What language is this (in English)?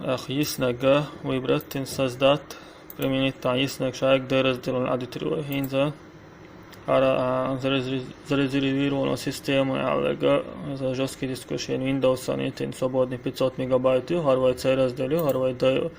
Chechen